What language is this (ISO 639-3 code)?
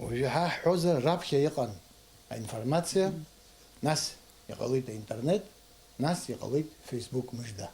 abk